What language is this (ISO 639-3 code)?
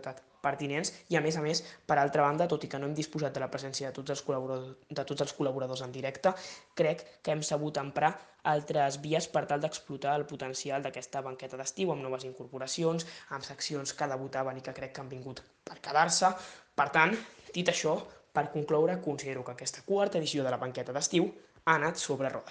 cat